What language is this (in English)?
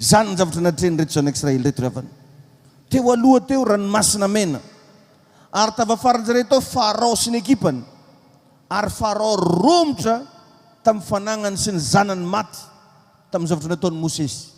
Malagasy